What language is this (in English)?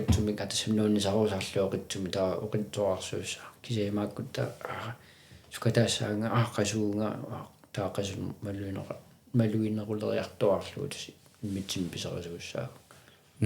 Kalaallisut